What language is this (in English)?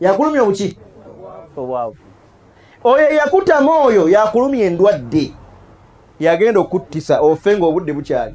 Ganda